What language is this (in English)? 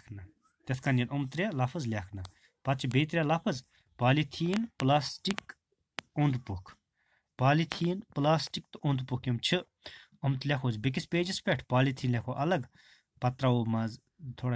Kashmiri